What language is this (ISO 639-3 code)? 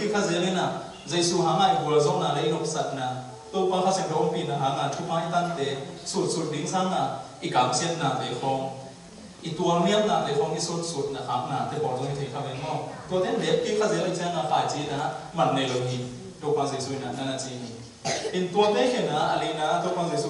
ctd